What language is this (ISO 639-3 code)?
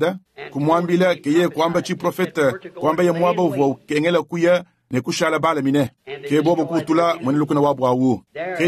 lua